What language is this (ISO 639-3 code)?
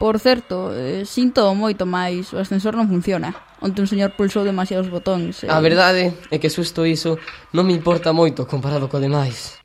glg